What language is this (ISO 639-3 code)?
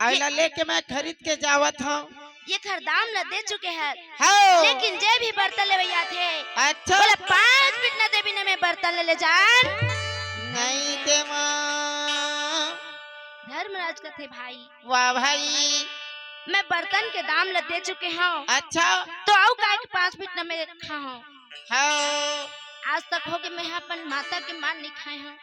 hne